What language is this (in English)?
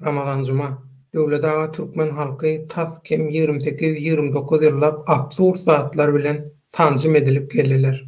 Turkmen